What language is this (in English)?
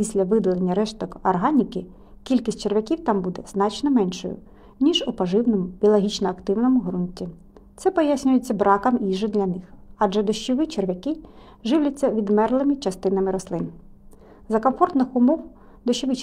Ukrainian